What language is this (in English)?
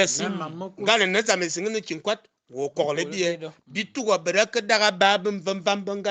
Fang